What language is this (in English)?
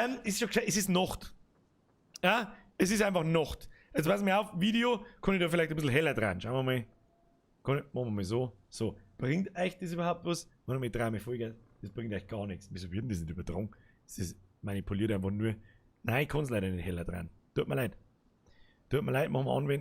Bavarian